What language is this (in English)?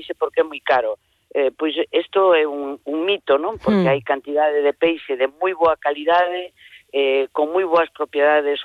Galician